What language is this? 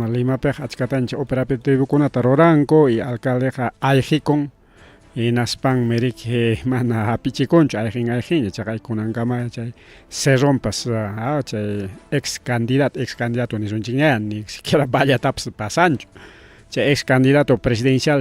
Ayacucho Quechua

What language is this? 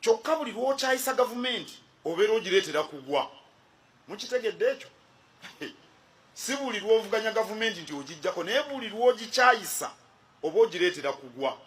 Ganda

